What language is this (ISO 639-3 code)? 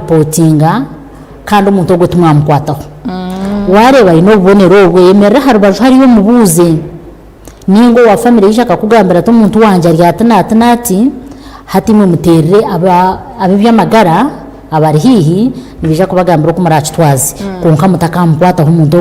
nyn